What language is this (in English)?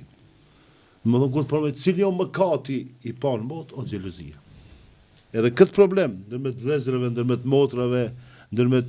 Albanian